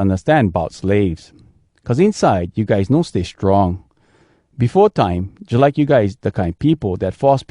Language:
Hawai'i Creole English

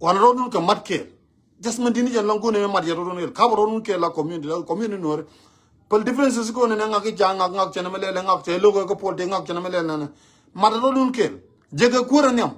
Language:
Nuer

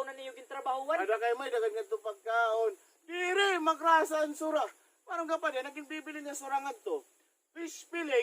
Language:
Waray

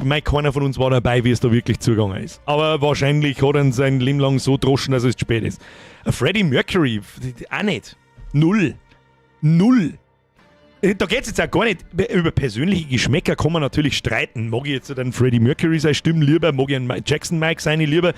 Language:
Bavarian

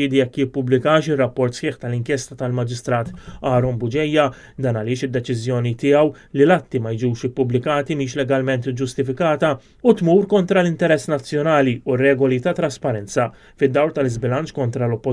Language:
Maltese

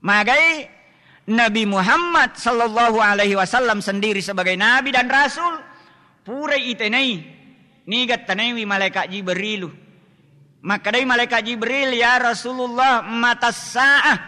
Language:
Buginese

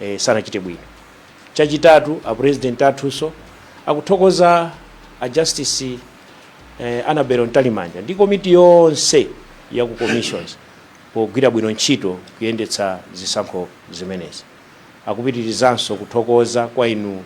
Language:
Nyanja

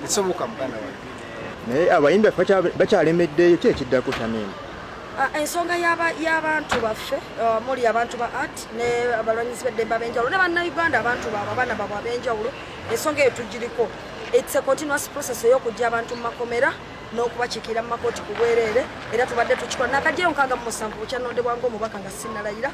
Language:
Ganda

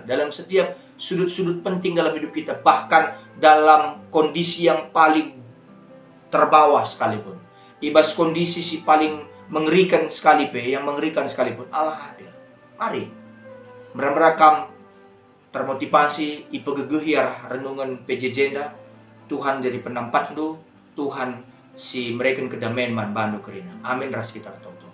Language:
Batak Karo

